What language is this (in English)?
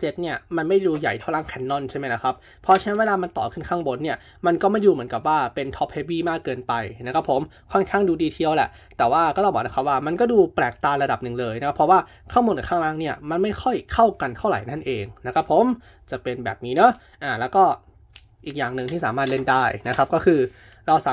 Thai